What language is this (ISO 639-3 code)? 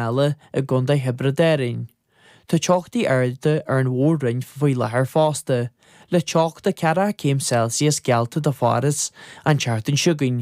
gle